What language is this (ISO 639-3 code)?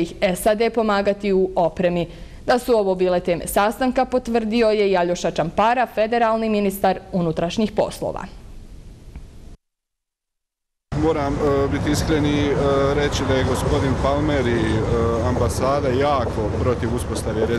bos